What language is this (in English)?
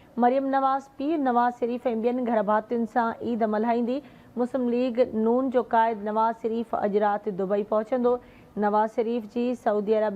Sindhi